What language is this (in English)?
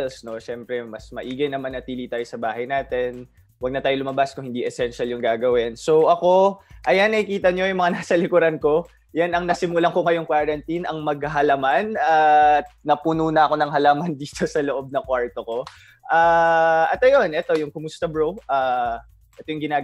Filipino